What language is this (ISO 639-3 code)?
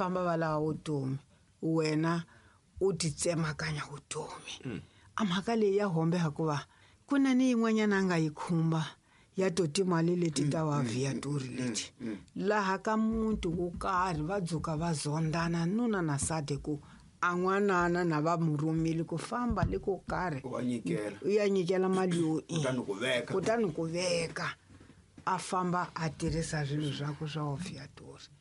tso